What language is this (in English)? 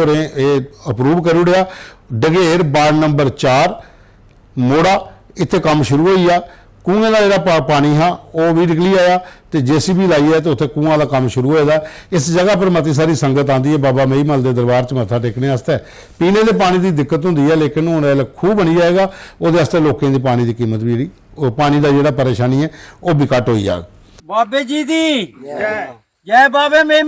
Dogri